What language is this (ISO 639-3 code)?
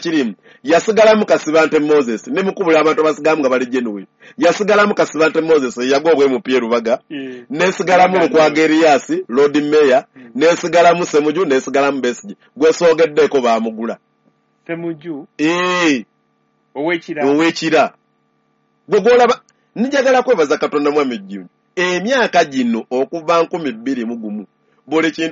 lug